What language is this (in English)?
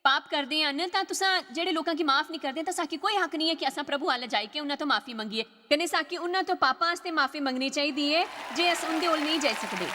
Dogri